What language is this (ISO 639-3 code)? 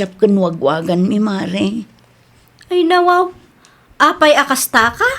ilo